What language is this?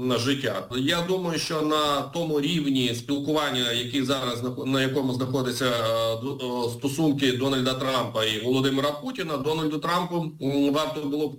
Ukrainian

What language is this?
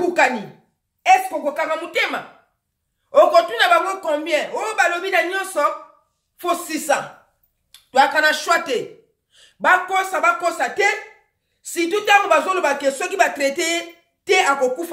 Lingala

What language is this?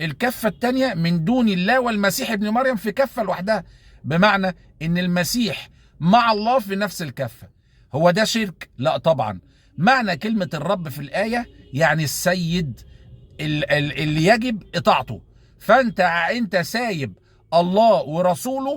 Egyptian Arabic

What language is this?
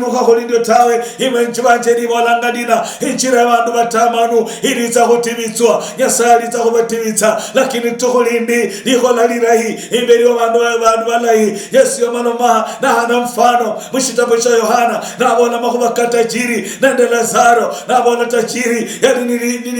Luyia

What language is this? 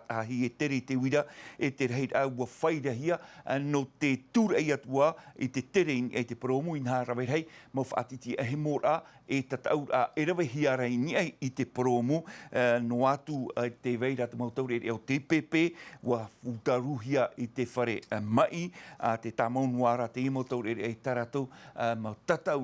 Tahitian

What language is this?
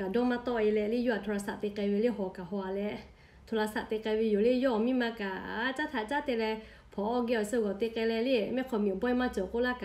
Lahu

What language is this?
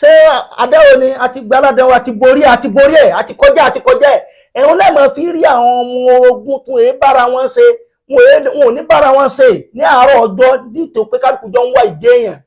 Yoruba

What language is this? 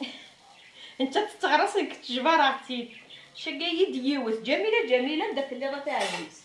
Kabyle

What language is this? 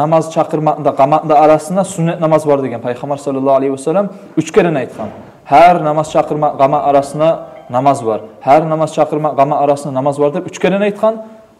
Kumyk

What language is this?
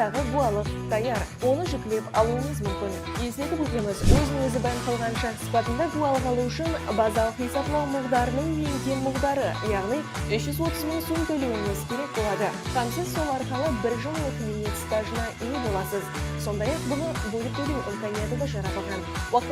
Kara-Kalpak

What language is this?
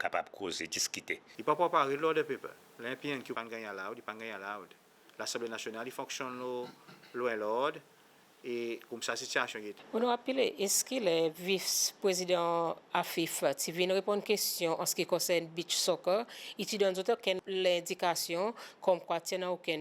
Seselwa Creole French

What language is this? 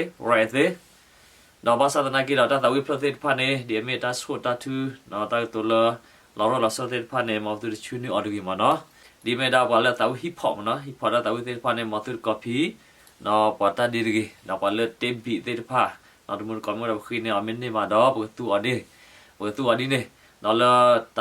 S'gaw Karen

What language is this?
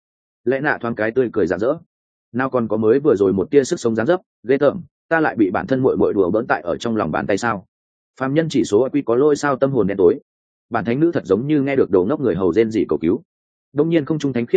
Vietnamese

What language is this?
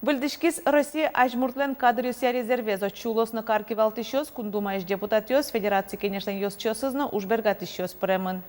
Udmurt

